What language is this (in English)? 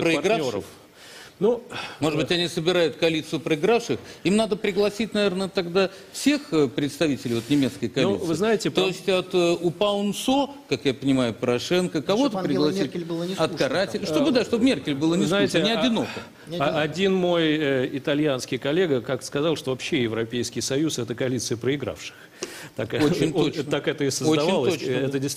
Russian